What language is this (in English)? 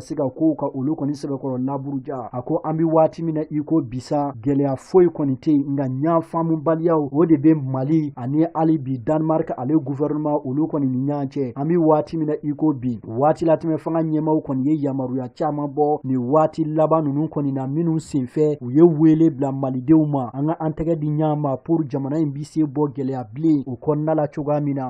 Bambara